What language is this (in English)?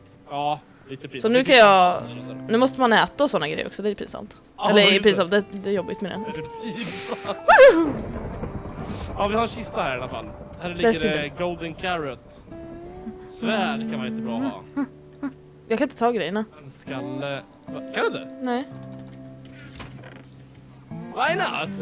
Swedish